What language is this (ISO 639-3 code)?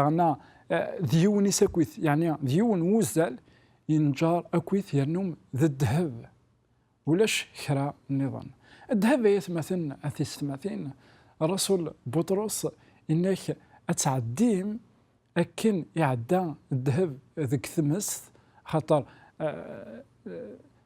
kab